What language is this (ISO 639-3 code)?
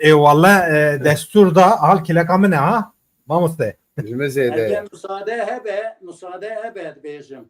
kur